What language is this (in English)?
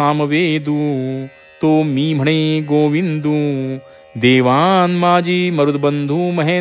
Marathi